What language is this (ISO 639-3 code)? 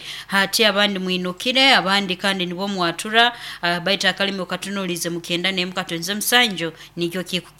nyo